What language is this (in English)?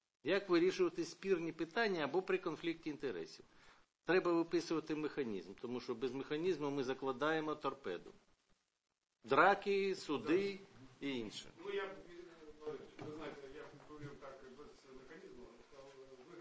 Ukrainian